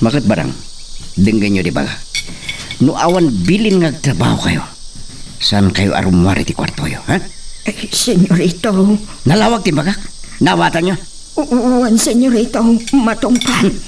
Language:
Iloko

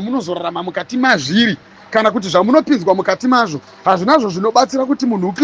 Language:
Shona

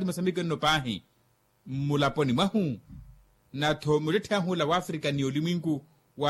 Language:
Makhuwa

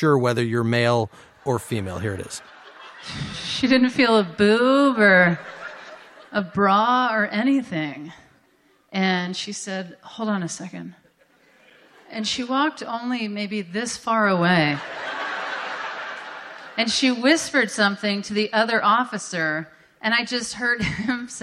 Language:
English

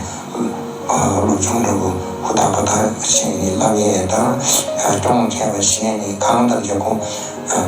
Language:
Tibetan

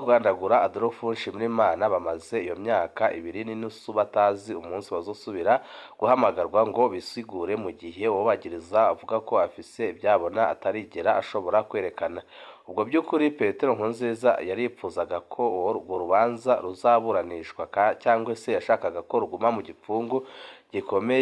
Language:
Rundi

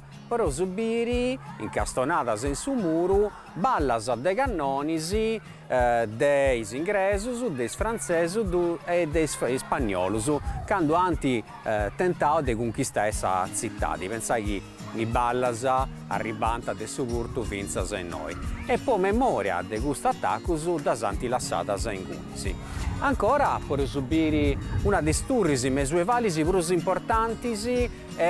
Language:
Sardinian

